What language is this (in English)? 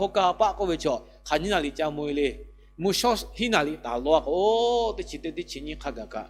Lahu